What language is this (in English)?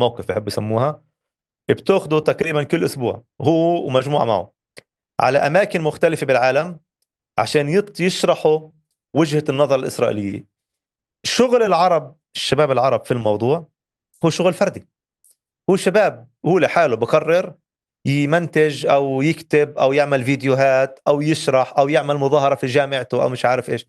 North Levantine Arabic